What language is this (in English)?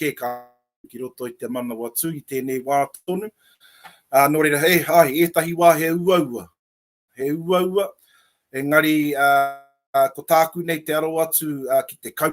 Māori